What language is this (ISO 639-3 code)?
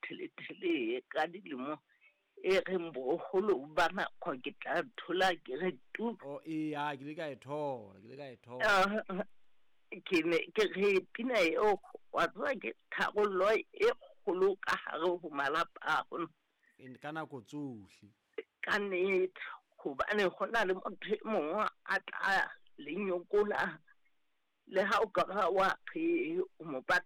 sot